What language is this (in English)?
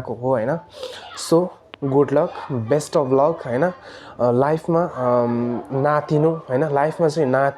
Nepali